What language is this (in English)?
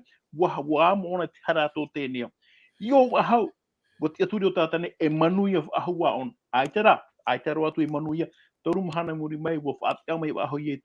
Tahitian